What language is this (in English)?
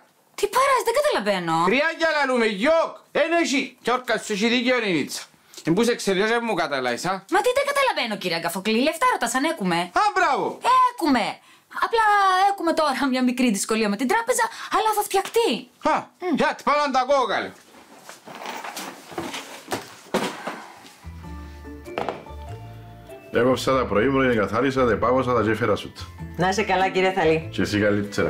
Greek